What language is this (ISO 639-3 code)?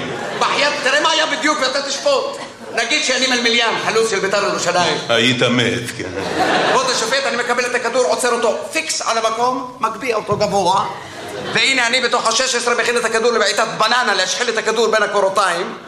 heb